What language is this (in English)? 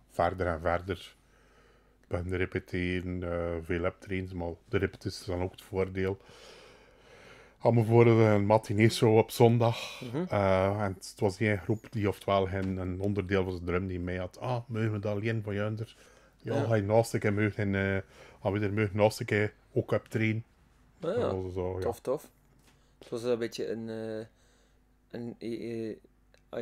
Dutch